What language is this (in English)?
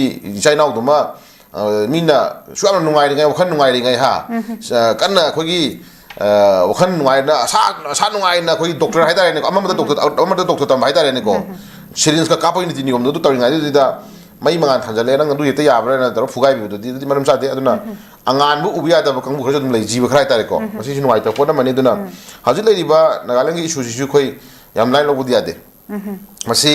Manipuri